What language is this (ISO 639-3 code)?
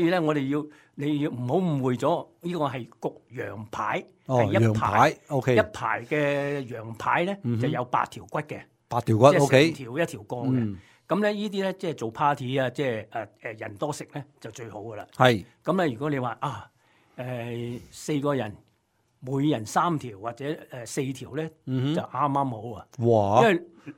yue